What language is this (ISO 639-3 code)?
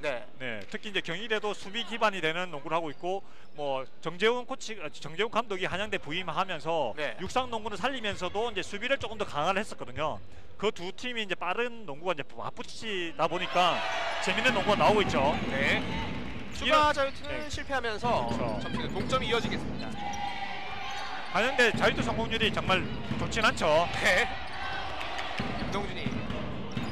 kor